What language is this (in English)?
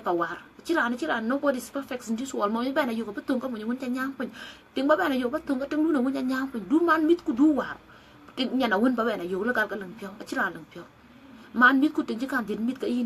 Dinka